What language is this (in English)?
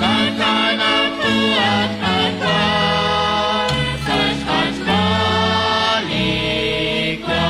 Kekchí